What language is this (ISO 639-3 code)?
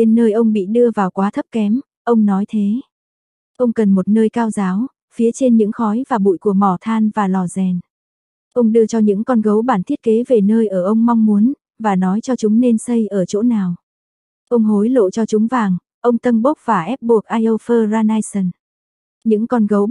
vie